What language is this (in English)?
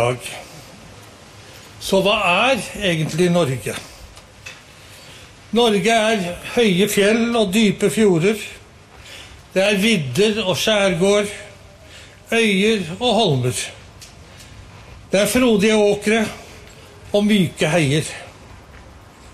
Norwegian